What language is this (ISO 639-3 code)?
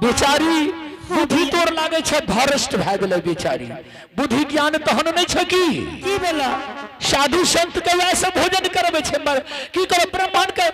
anp